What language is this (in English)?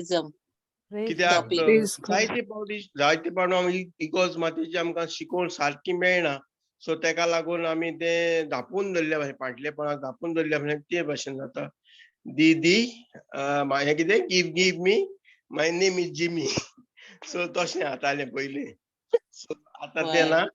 Konkani